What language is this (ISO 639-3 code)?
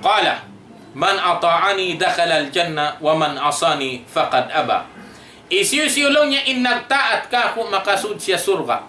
tsg